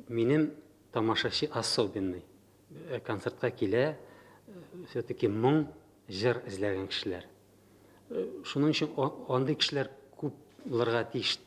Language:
Tatar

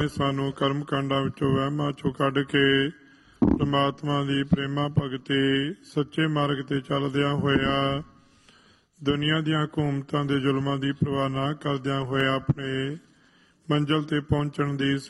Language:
Punjabi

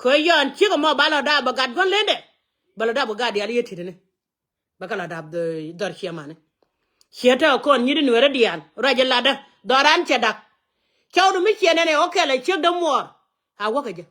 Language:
Nuer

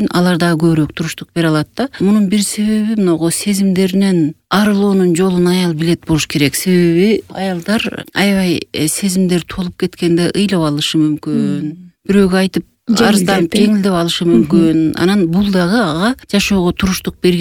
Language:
Kyrgyz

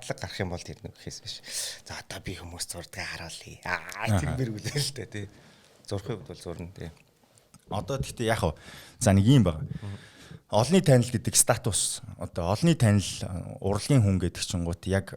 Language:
Mongolian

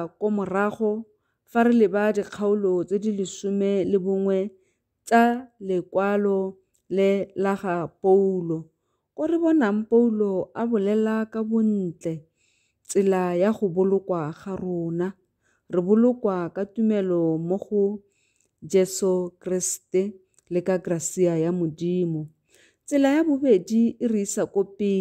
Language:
Tswana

